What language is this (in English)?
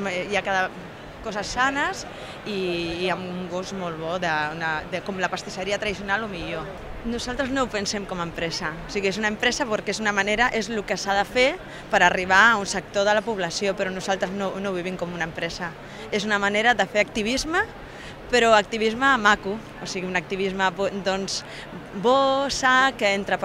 Catalan